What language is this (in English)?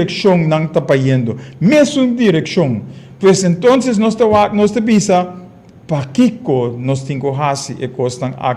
Papiamento